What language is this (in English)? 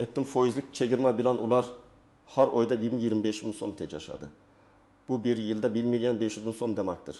Uzbek